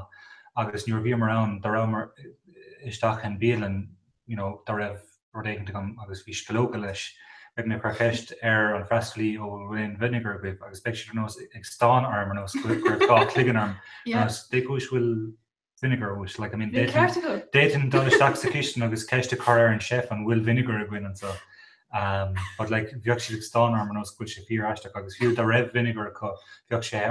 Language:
Irish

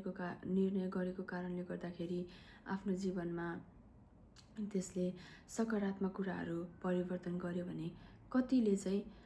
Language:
Nepali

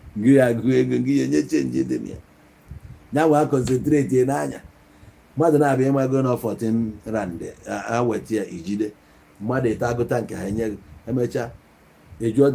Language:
Igbo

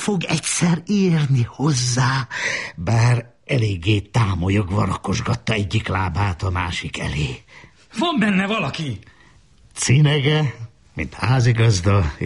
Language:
Hungarian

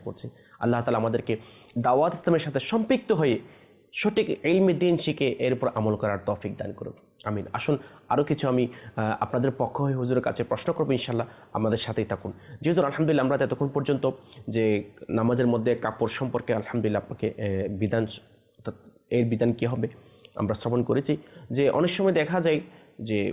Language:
Bangla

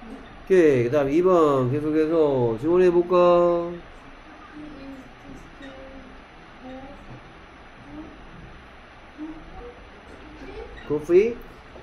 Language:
Korean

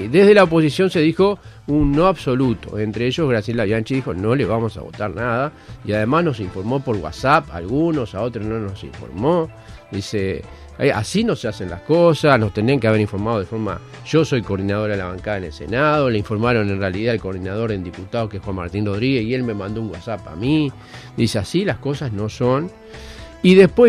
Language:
Spanish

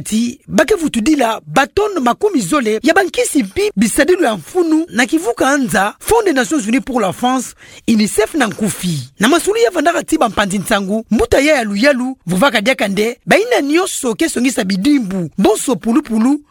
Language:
Kituba (Democratic Republic of Congo)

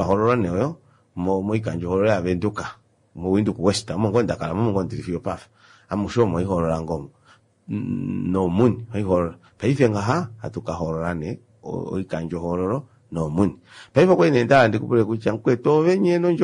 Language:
Kuanyama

